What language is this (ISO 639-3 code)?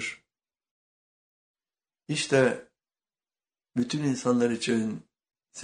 tur